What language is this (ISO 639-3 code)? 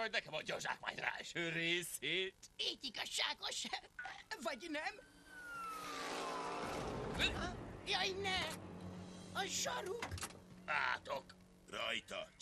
hun